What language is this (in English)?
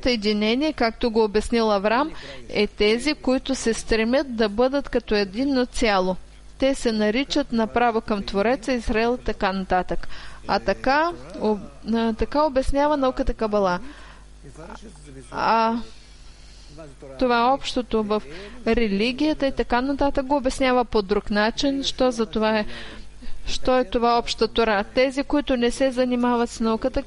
Bulgarian